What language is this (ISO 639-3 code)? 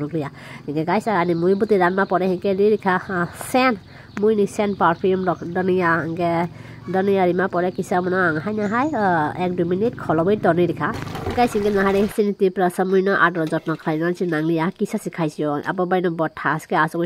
trp